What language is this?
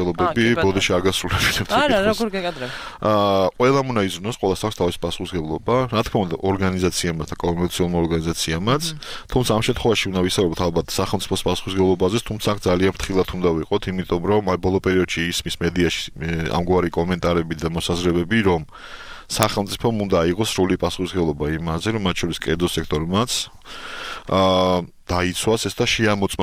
Georgian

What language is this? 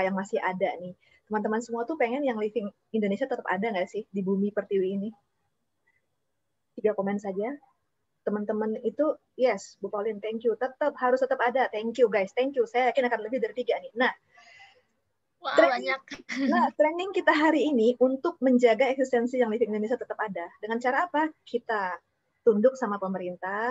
Indonesian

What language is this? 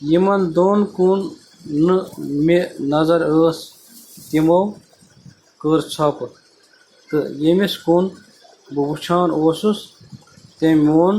Kashmiri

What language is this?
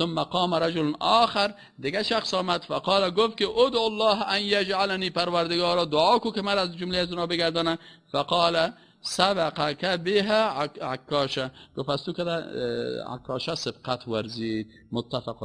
Persian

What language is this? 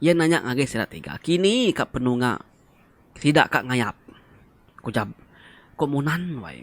Iban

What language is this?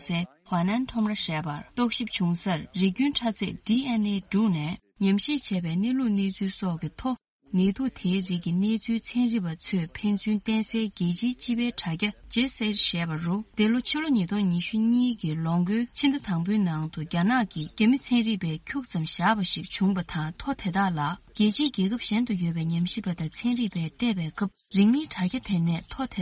Tibetan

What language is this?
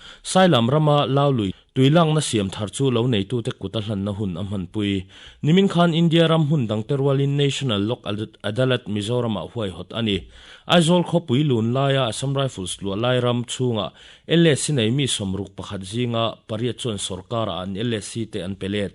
Mizo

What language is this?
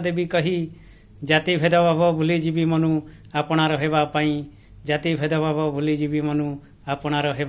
Odia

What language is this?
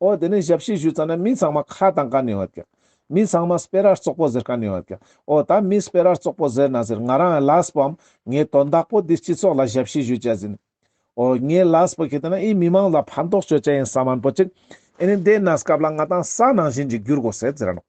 Ladakhi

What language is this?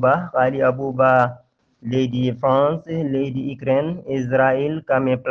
Fula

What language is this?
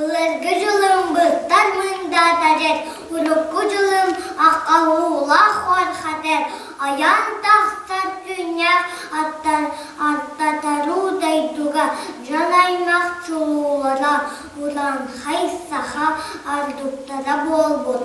Yakut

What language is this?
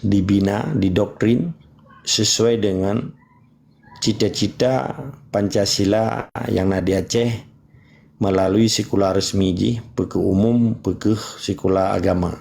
Achinese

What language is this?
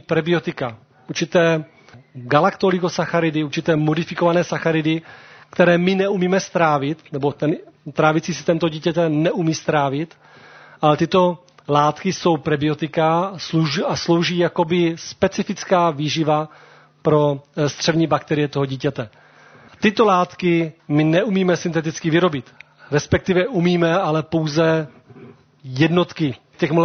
Czech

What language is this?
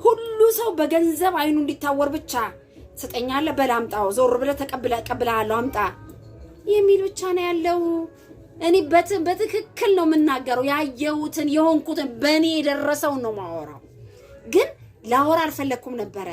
Amharic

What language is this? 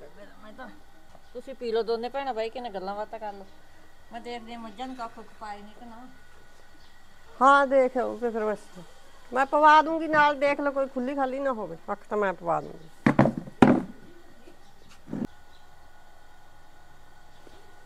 Punjabi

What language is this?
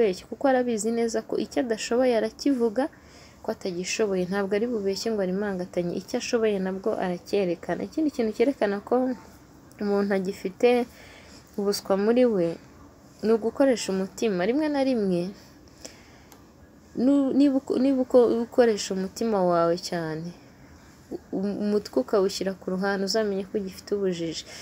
Kinyarwanda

